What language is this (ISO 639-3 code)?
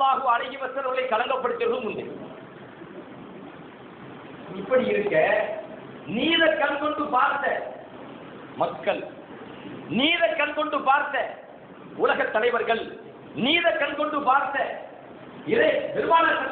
tam